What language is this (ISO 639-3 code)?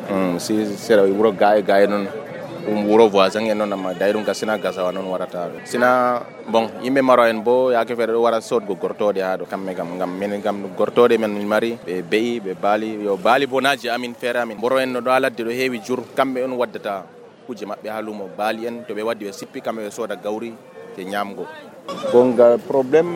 fuv